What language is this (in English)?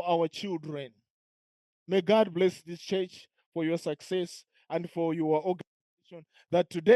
English